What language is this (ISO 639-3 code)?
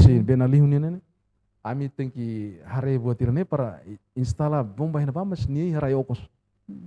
tet